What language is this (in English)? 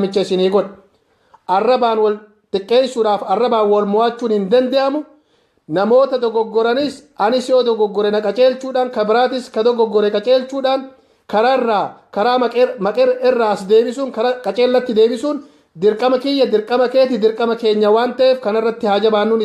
Oromo